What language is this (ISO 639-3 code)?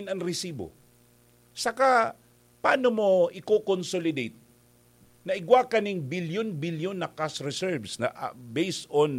bik